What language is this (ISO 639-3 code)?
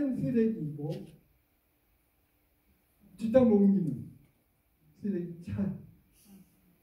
kor